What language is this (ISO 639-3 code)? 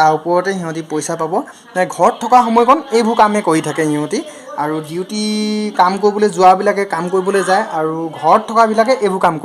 asm